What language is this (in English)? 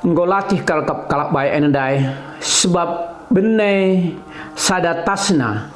Batak Karo